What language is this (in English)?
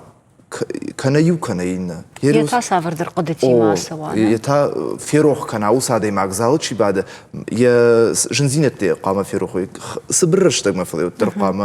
Ossetic